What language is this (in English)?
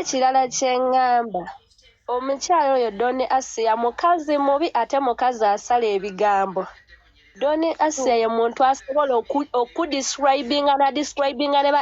Ganda